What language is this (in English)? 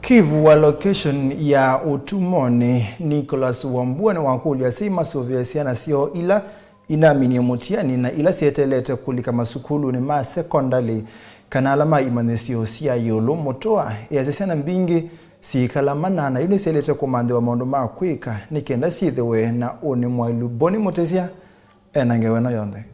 Kamba